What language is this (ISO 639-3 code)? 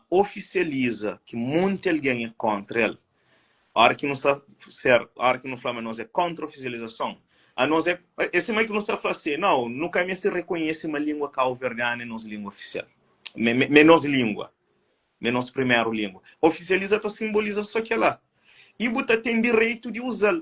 kea